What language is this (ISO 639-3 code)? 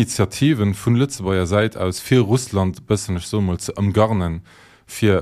ltz